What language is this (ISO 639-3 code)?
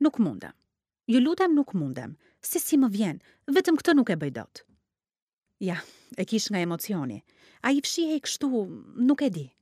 sqi